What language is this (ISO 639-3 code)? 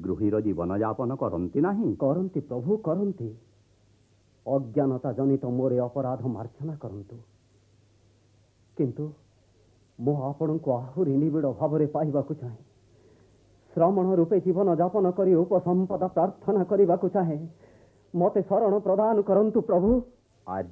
ori